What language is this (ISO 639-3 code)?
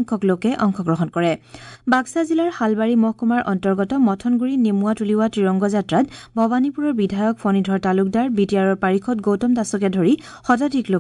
asm